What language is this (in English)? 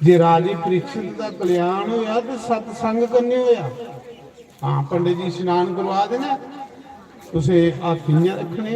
Dogri